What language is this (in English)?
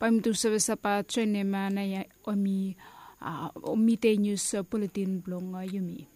Bislama